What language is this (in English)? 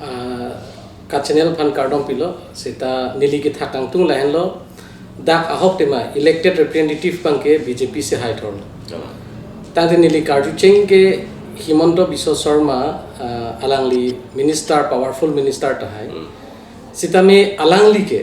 Karbi